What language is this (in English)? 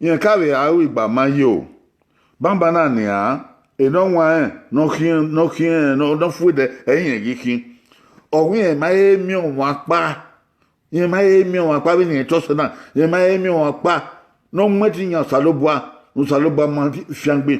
Bini